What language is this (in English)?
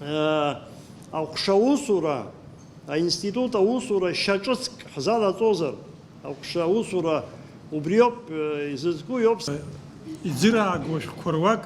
Abkhazian